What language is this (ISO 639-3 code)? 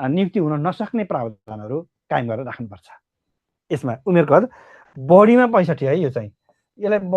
nep